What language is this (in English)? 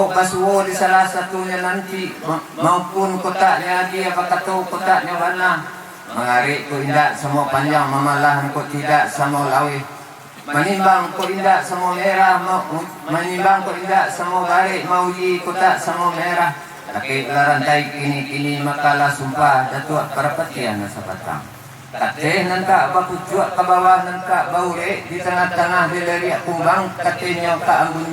Minangkabau